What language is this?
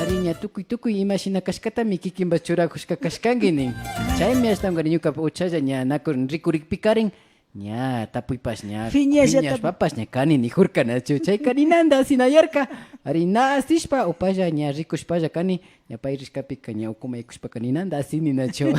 Imbabura Highland Quichua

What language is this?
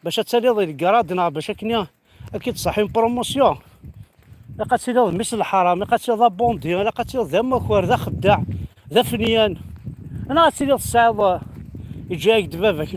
Kabyle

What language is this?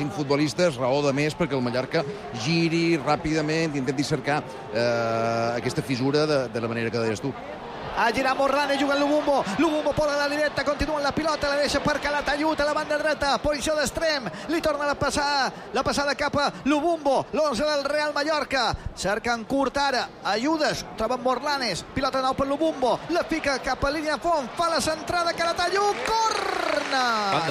Catalan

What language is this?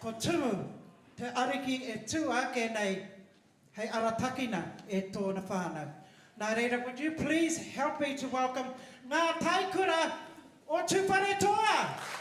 Māori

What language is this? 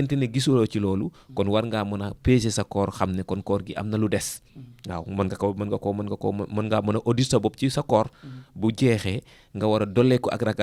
Wolof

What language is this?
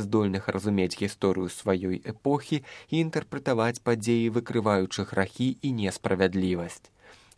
Belarusian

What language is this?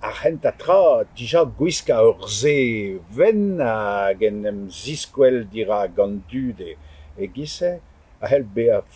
Breton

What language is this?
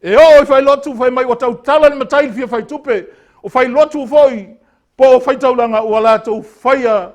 Samoan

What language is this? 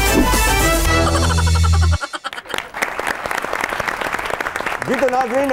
Hindi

